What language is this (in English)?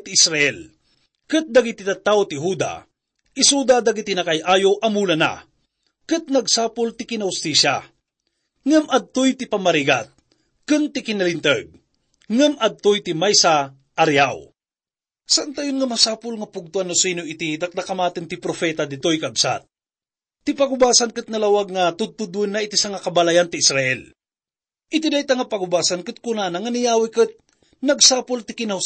Iloko